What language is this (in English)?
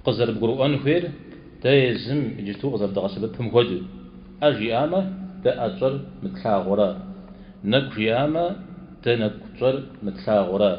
Kabardian